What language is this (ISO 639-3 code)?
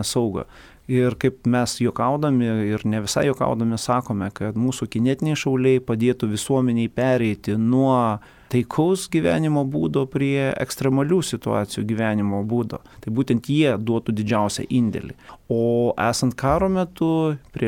lit